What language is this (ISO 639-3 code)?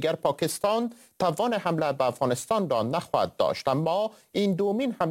fas